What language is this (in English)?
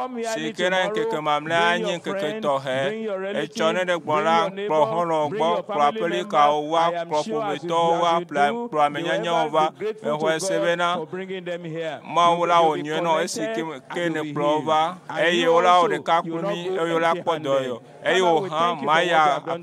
Ewe